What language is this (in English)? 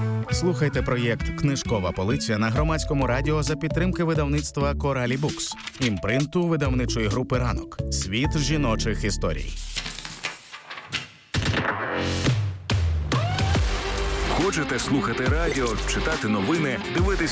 Ukrainian